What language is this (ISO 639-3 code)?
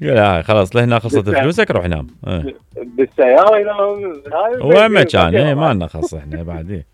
acm